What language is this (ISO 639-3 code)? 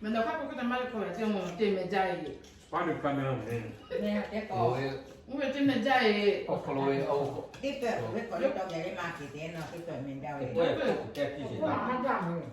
lhu